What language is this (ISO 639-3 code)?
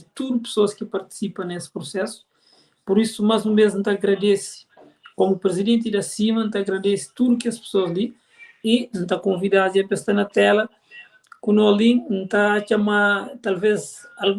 kea